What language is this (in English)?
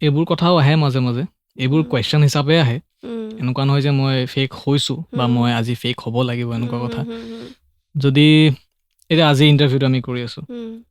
Assamese